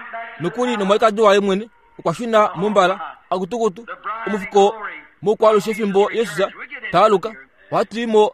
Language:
Kuanyama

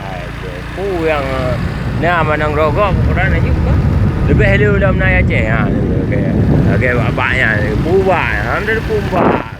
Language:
Achinese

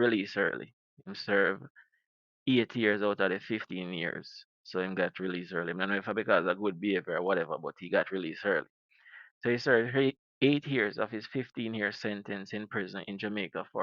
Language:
Jamaican Creole English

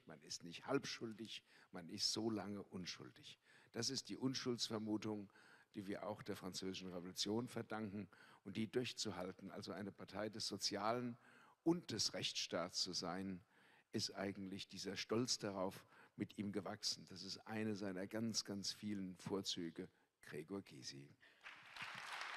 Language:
German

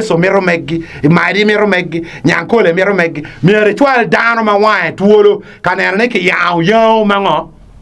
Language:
Acoli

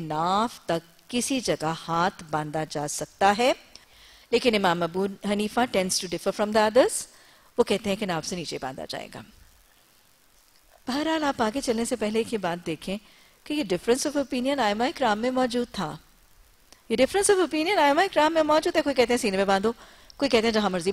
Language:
Urdu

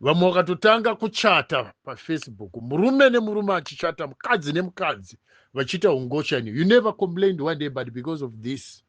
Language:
Shona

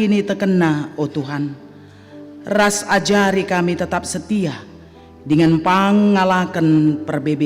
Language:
Batak Karo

